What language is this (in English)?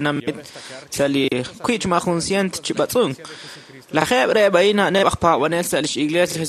Kekchí